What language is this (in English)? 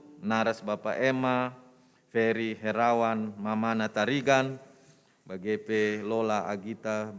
Batak Karo